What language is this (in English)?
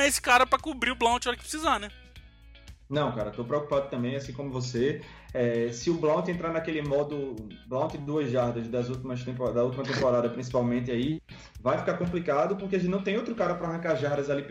Portuguese